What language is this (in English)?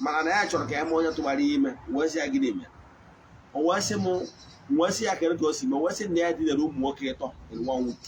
Igbo